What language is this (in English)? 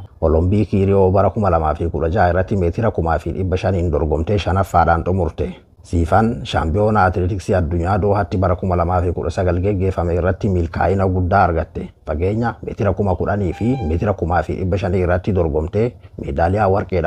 Oromo